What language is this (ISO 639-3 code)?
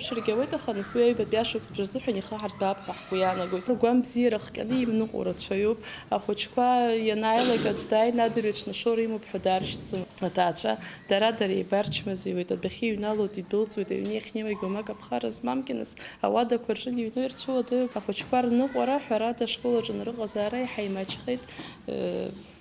abk